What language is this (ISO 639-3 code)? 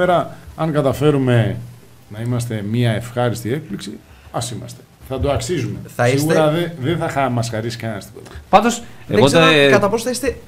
ell